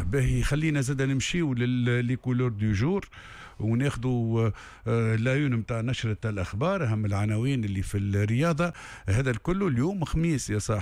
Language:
Tunisian Arabic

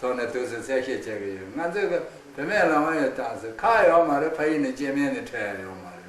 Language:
Khams Tibetan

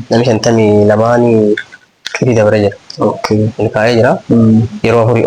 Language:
Oromo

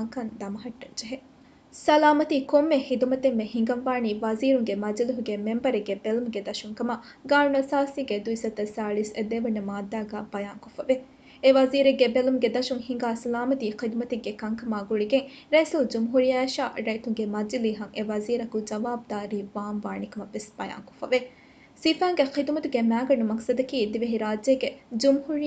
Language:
Divehi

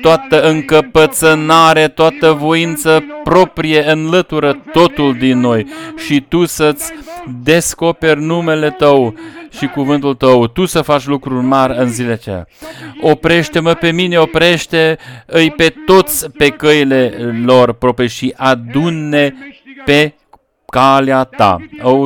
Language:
Romanian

